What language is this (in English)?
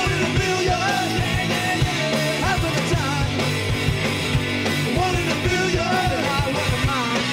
English